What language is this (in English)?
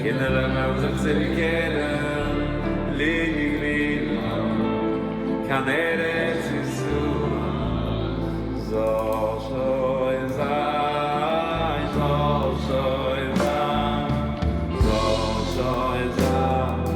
Yiddish